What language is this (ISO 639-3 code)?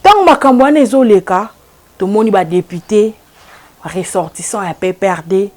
lin